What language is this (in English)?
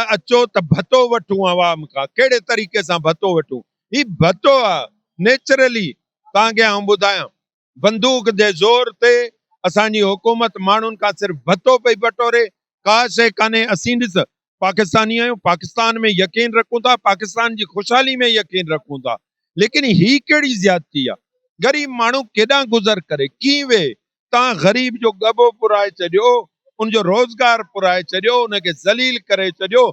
Sindhi